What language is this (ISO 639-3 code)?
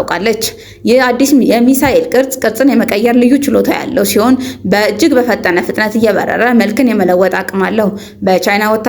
amh